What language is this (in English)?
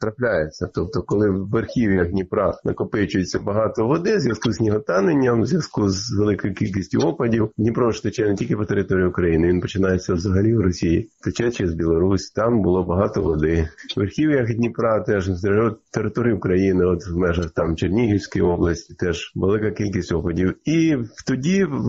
Ukrainian